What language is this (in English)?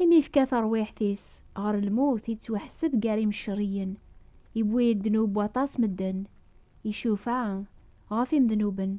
Kabyle